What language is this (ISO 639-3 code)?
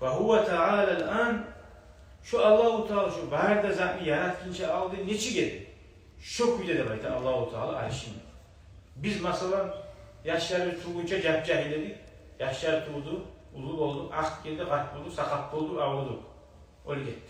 kum